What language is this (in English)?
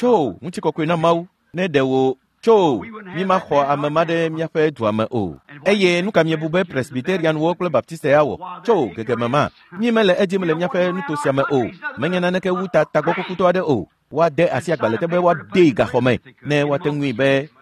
Ewe